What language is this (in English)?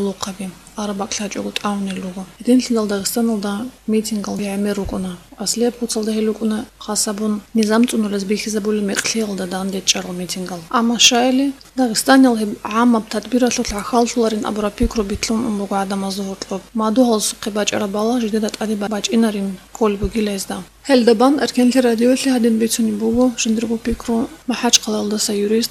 Avaric